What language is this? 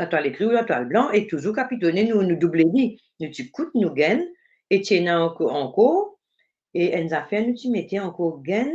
Morisyen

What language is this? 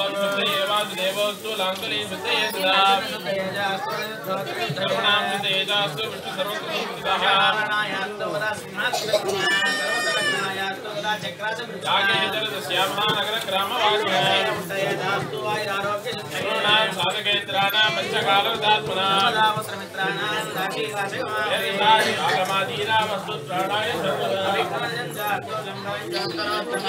Telugu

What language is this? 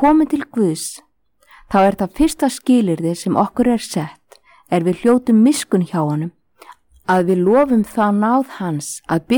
Icelandic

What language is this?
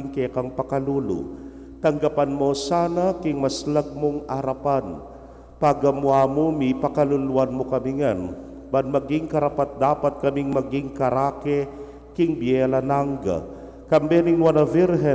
Pampanga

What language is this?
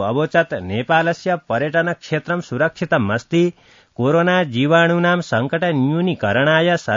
Sanskrit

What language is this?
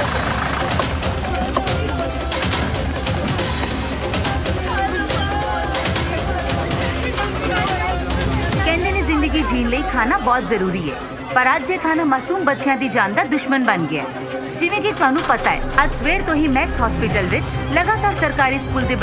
Punjabi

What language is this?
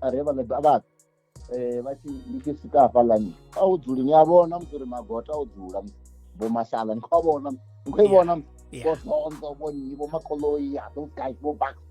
Venda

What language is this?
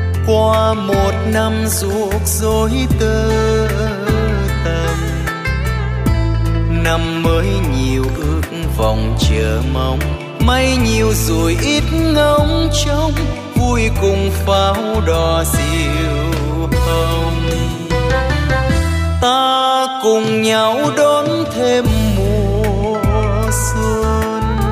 Vietnamese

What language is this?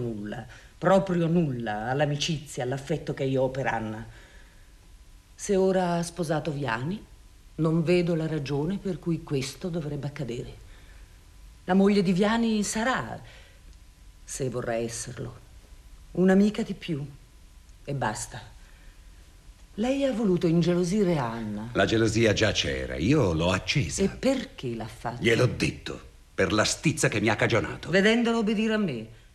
Italian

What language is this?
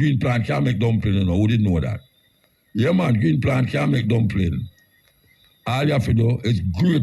Jamaican Creole English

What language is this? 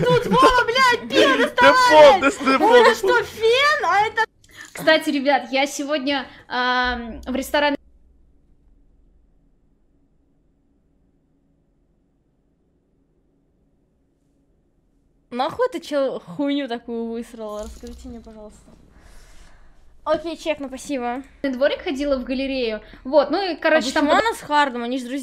Russian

